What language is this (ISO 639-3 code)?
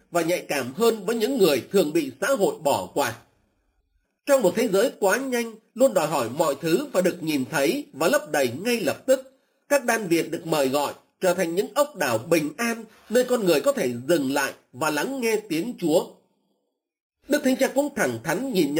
vie